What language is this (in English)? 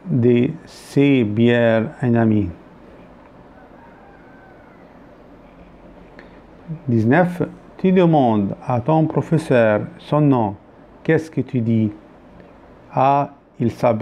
French